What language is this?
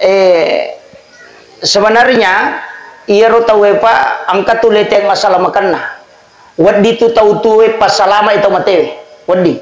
Buginese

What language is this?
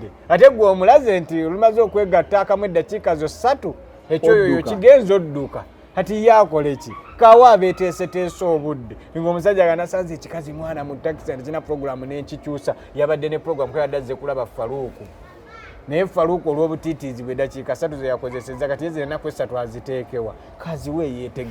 Ganda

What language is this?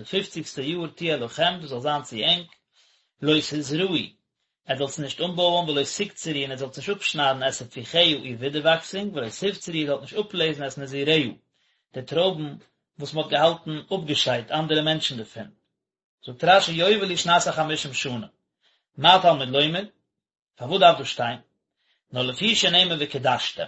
Yiddish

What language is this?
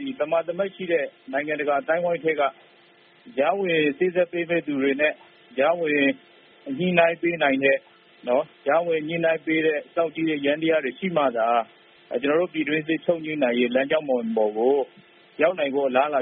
Burmese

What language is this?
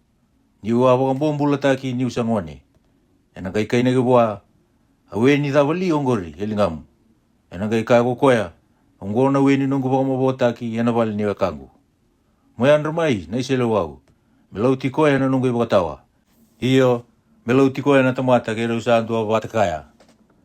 Fijian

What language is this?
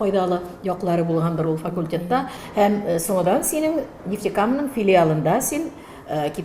Tatar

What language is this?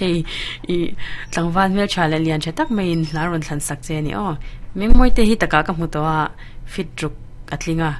Mizo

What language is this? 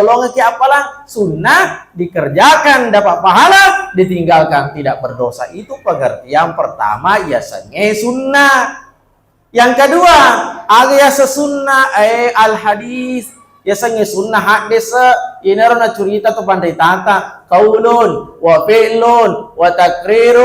Buginese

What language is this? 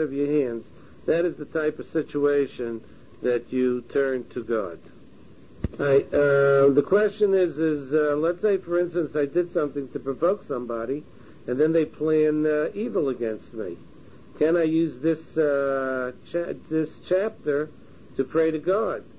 English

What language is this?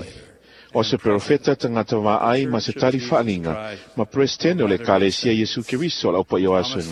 Samoan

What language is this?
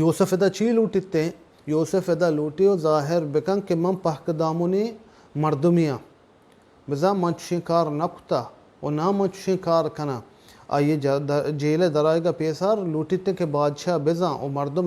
Baluchi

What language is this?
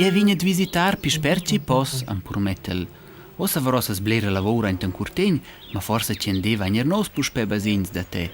Romansh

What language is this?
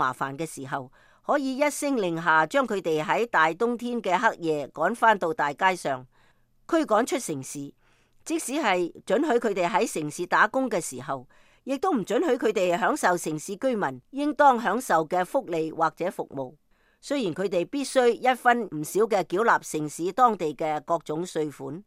Cantonese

